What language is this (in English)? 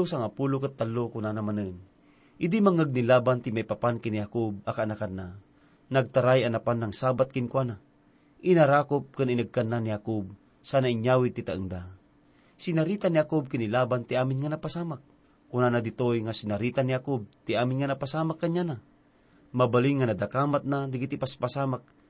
Iloko